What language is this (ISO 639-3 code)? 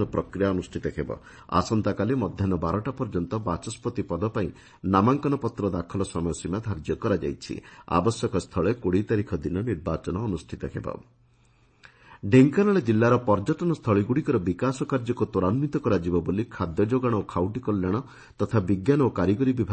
ori